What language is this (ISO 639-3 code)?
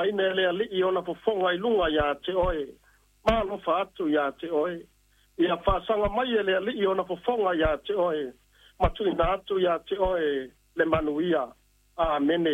smo